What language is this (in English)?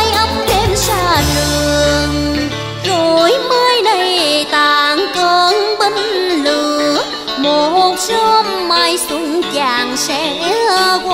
Vietnamese